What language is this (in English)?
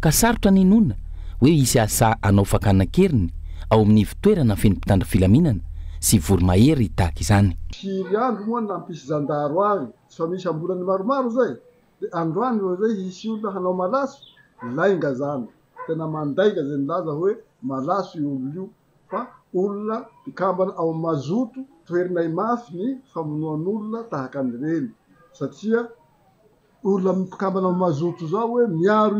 Malagasy